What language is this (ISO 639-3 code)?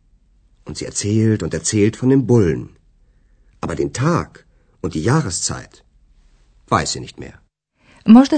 slv